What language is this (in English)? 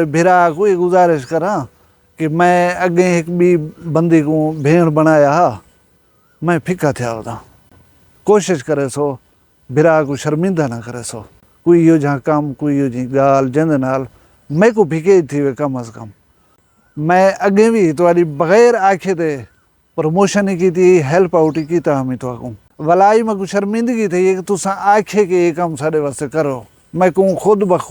Saraiki